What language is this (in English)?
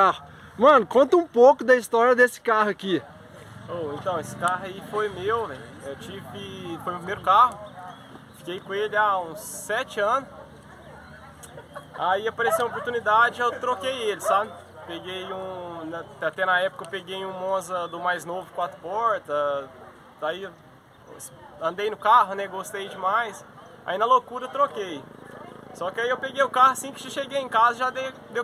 Portuguese